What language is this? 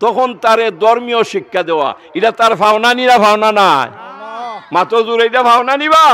Sylheti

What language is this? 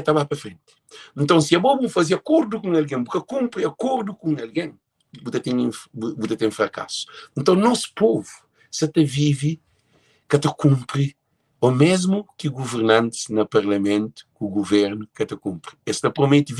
Kabuverdianu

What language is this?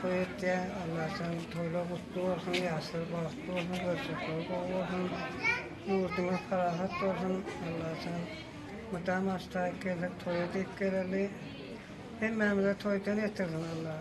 Turkmen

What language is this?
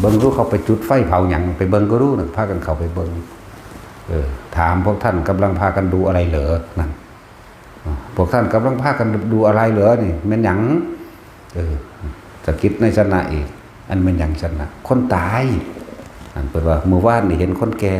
Northeastern Thai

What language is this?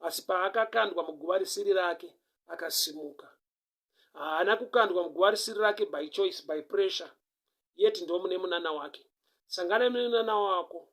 Shona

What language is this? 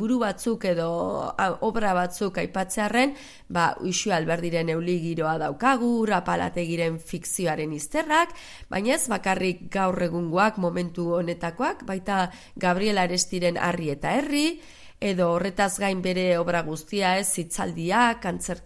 Basque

